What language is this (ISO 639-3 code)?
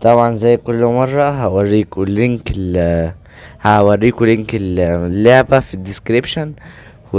arz